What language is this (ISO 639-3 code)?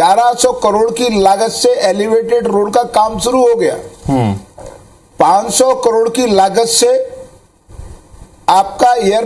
hin